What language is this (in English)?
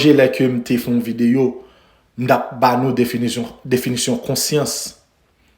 Haitian Creole